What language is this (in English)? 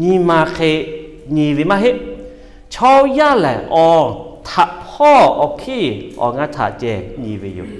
Lahu